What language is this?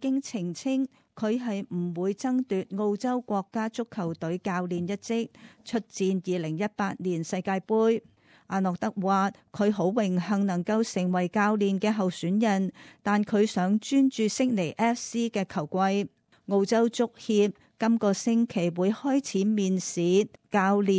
Cantonese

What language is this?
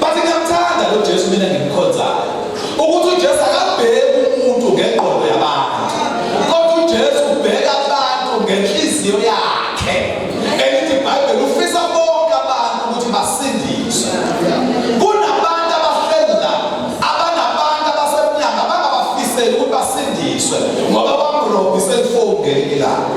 Zulu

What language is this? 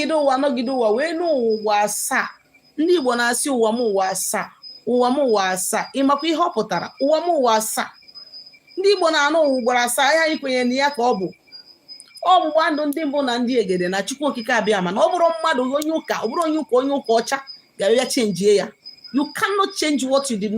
Igbo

